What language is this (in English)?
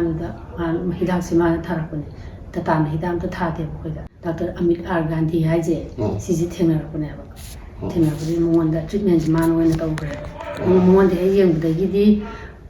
Manipuri